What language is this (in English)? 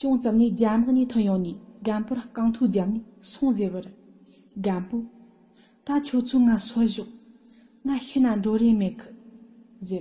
Tibetan